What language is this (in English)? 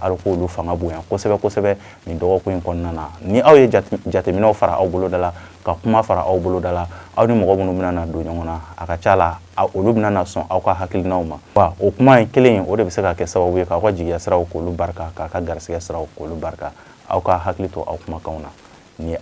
Bambara